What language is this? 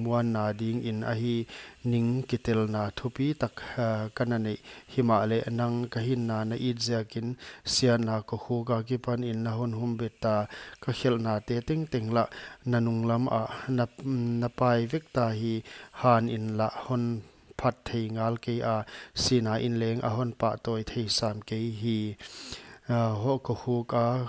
Paite Chin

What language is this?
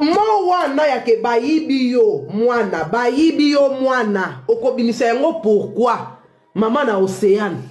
Lingala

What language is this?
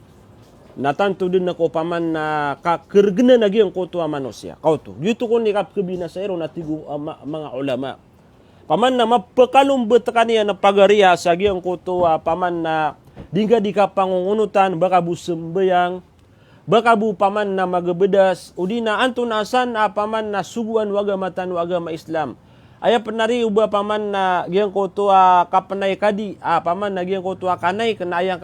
Maranao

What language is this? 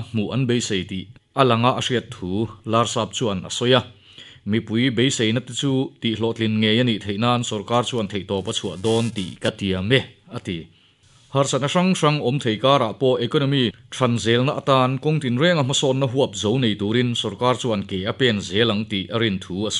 Mizo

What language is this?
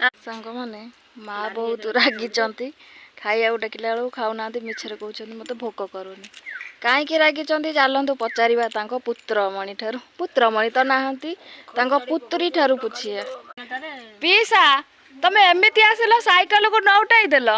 Odia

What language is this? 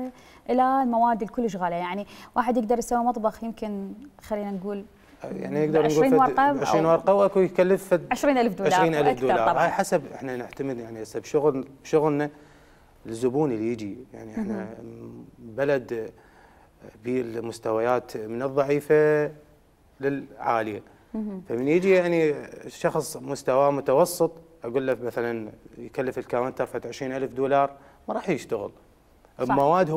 Mesopotamian Arabic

